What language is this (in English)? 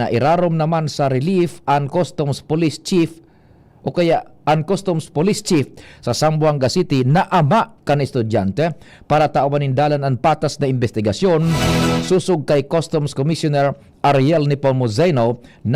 Bikol